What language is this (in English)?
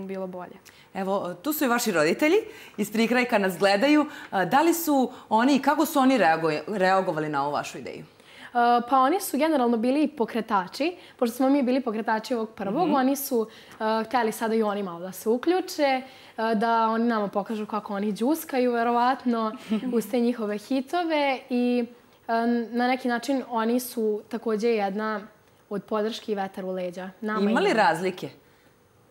Serbian